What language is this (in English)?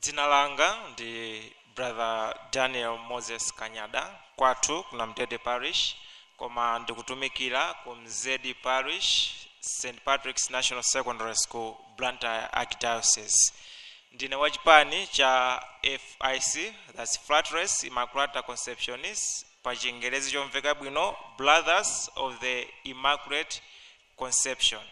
Nyanja